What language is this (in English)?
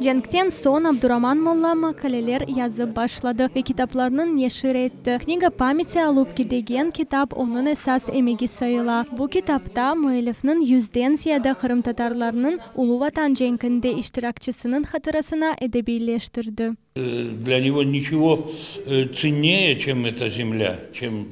Crimean Tatar